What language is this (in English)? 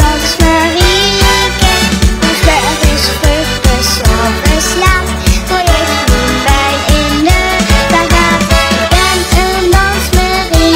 Limburgish